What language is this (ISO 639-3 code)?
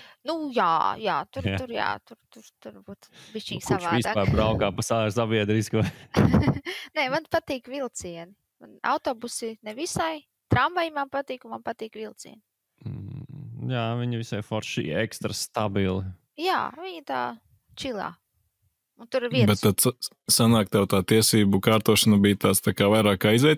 lav